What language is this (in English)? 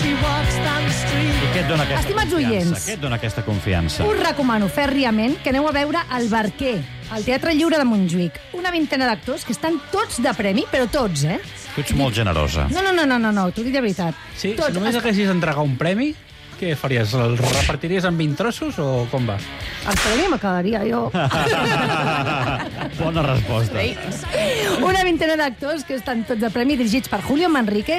Catalan